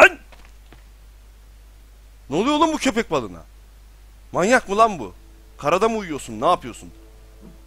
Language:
Turkish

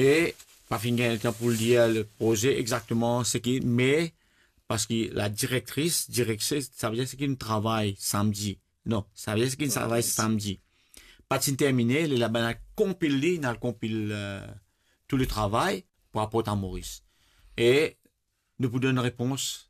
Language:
Morisyen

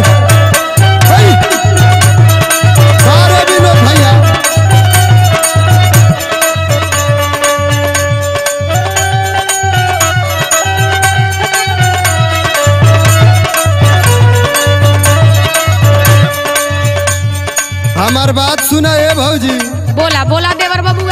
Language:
Bhojpuri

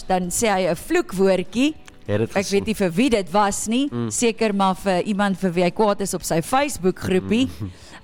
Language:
Afrikaans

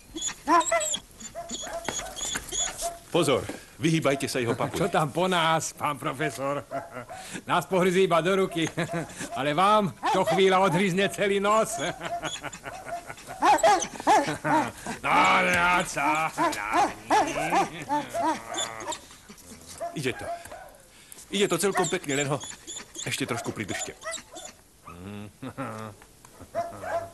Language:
Slovak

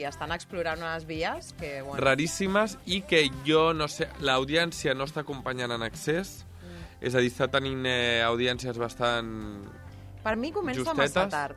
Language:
Catalan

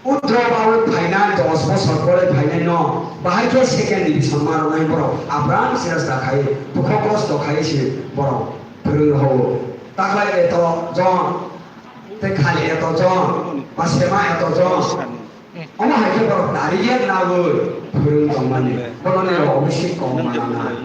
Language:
Kok Borok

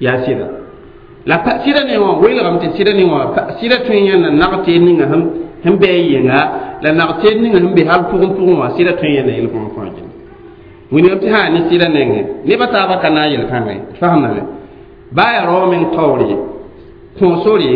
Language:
Mossi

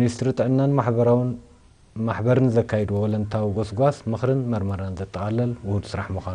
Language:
Tigrinya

